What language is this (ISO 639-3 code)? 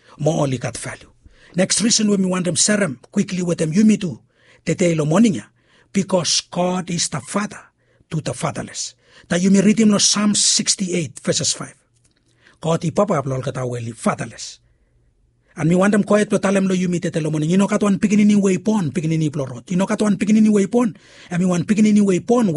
bis